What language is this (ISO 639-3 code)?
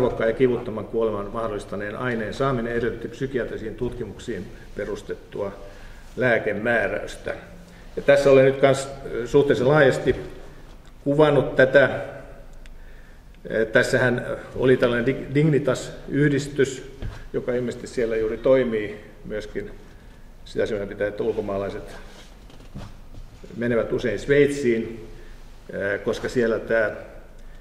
fin